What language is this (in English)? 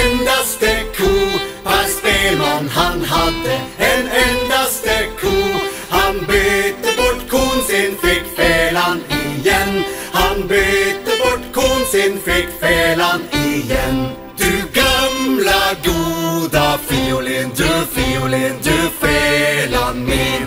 Swedish